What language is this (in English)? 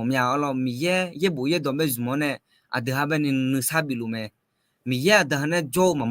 Akha